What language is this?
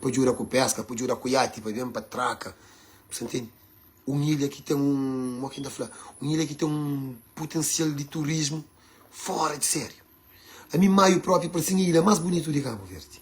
Kabuverdianu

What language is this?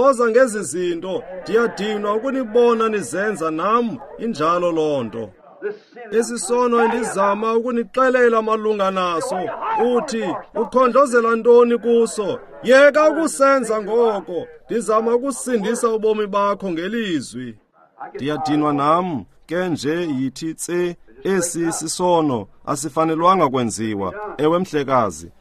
Xhosa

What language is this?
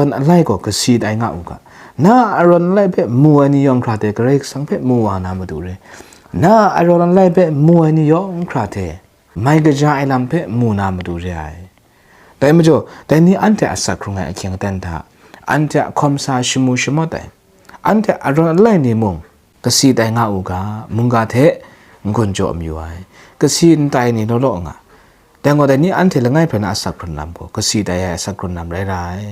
Kachin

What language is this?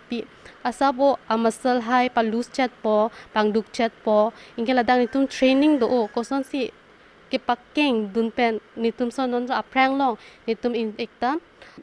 Karbi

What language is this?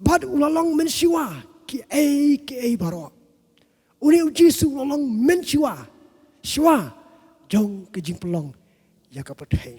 Khasi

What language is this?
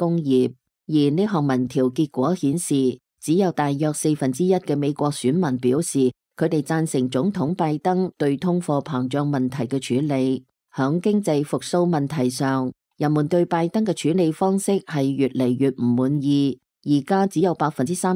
Cantonese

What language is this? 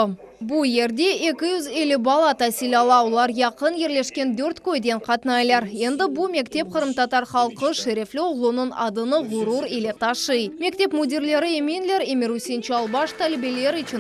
Crimean Tatar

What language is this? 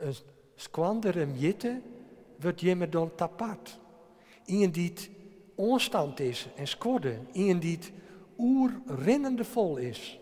Western Frisian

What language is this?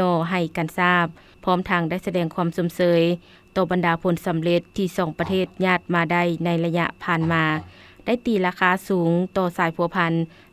Lao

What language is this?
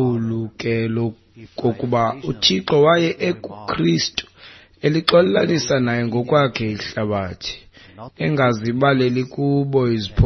Xhosa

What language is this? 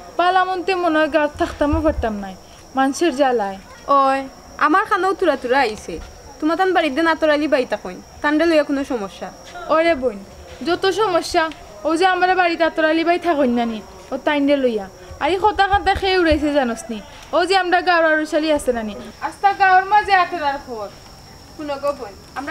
Sylheti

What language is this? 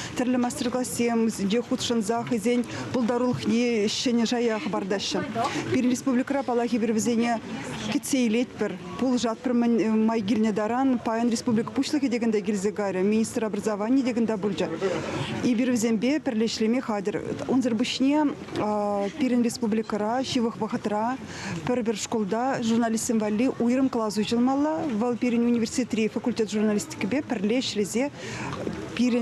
Chuvash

